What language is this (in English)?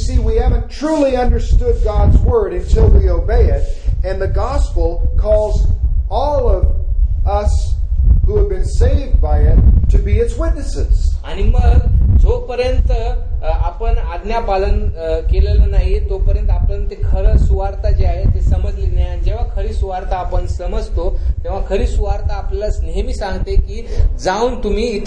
Marathi